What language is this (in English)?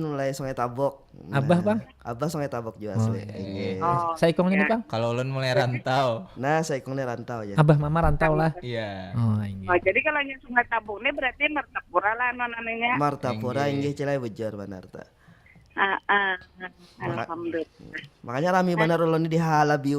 Banjar